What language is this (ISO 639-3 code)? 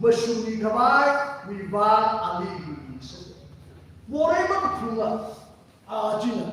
nmf